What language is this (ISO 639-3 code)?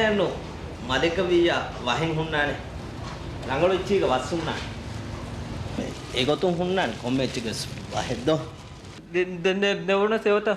div